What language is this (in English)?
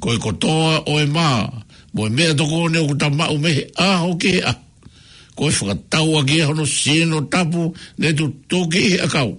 Tongan